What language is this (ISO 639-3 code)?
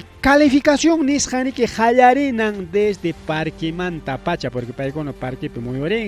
quy